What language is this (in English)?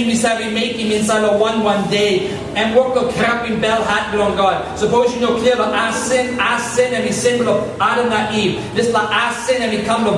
Tok Pisin